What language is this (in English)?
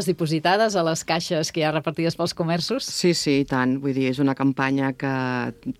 Catalan